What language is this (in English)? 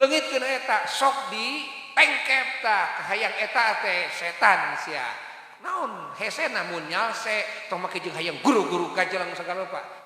Sundanese